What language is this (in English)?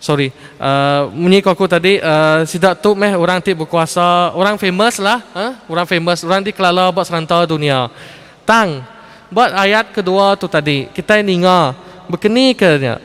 Iban